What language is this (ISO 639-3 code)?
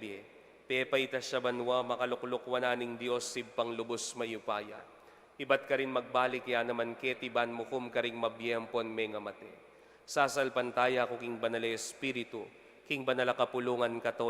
pam